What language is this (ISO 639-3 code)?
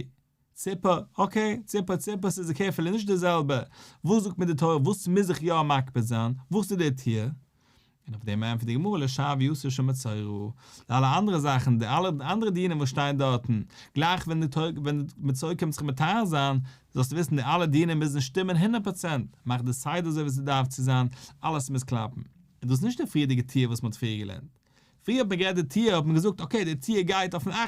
yid